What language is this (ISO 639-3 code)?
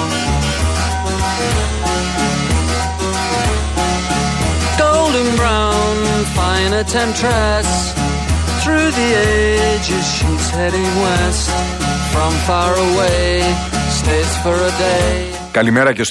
ell